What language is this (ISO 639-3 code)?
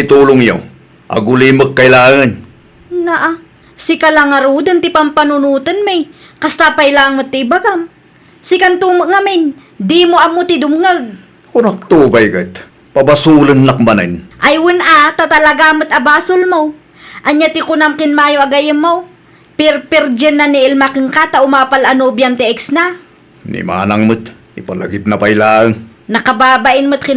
ilo